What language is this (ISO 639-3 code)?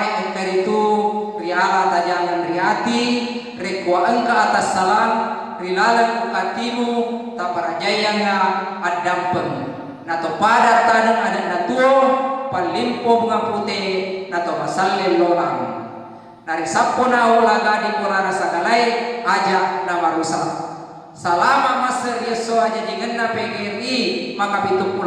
bug